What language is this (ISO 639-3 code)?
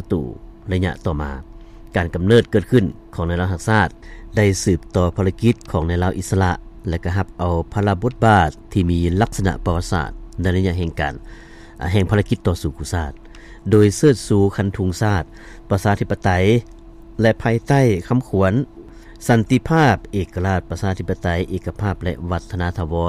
lao